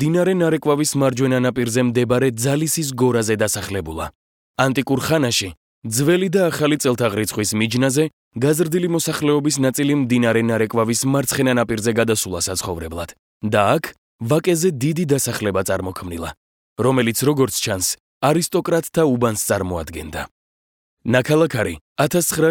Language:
Georgian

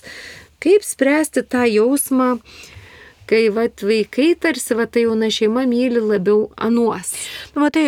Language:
Lithuanian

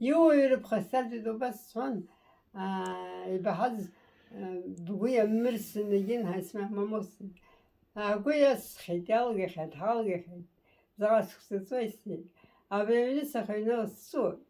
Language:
Abkhazian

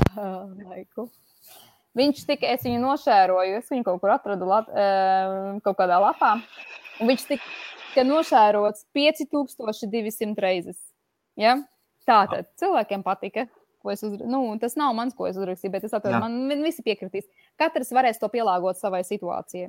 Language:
Latvian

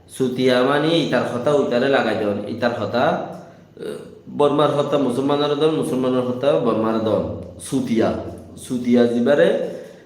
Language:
Rohingya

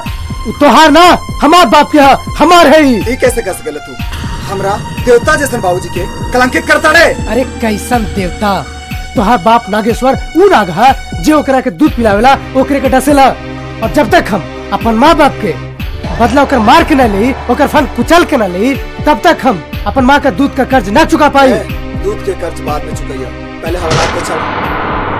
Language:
Bhojpuri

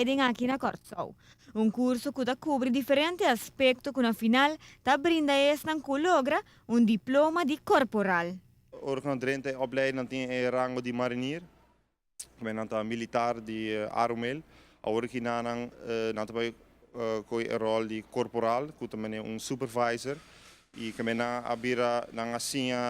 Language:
Papiamento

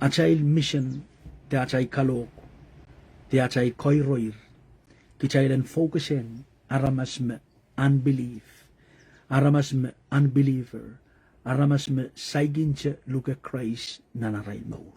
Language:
Pohnpeian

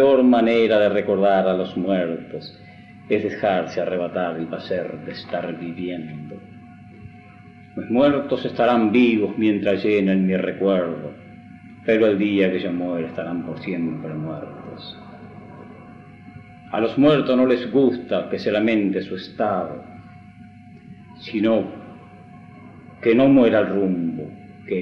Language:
Spanish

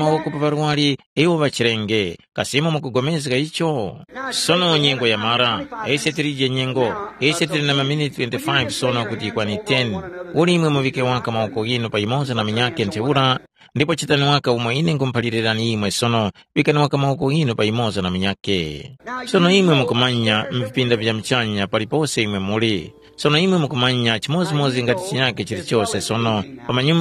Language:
Tumbuka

